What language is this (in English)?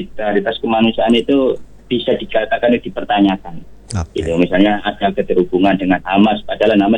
Indonesian